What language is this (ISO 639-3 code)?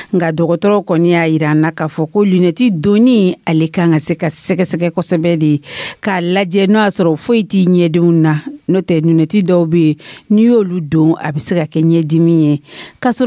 dyu